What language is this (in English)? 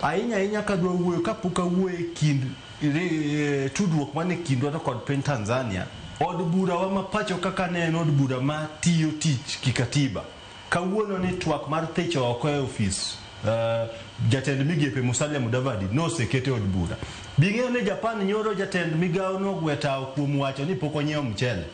Luo (Kenya and Tanzania)